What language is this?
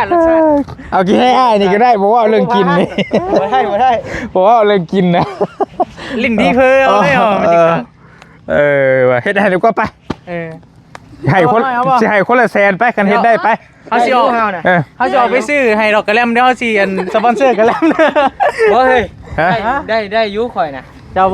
Northeastern Thai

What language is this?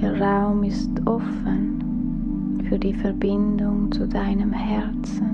Swiss German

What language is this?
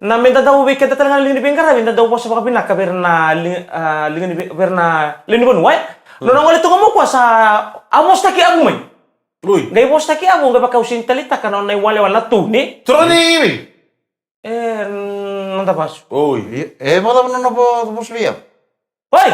Fijian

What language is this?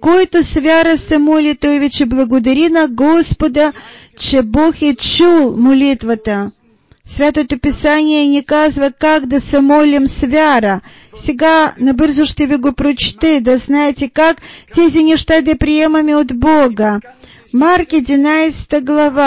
Bulgarian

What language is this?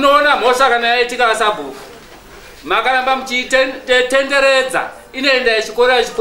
Shona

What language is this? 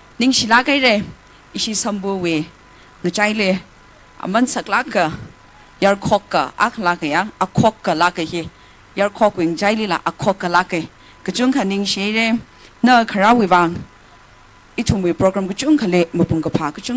Tangkhul Naga (India)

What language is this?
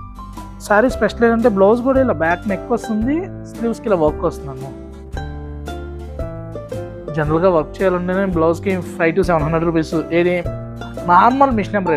Telugu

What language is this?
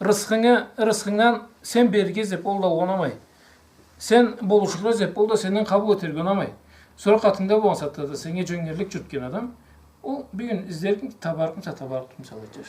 Karachay-Balkar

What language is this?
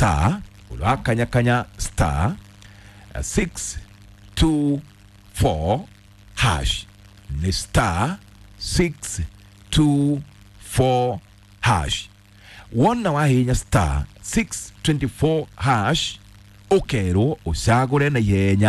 Kikuyu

